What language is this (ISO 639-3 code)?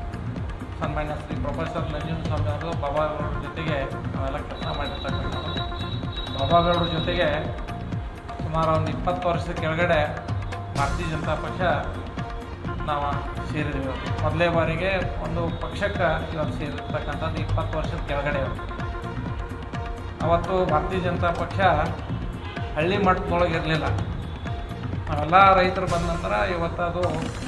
kan